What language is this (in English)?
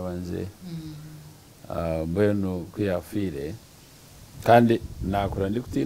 Nyankole